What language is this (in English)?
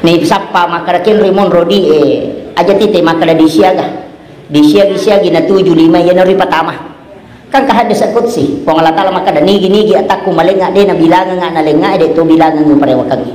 Buginese